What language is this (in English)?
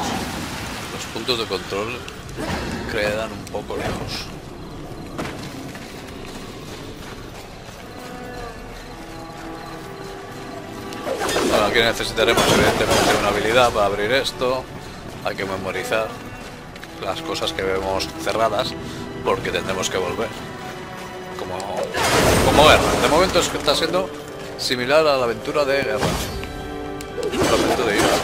Spanish